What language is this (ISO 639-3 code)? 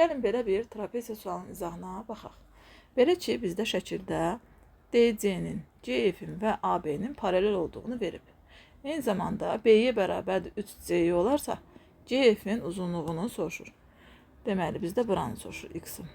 aze